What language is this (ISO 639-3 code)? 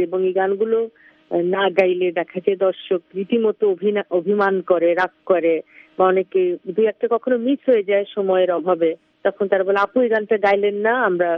ben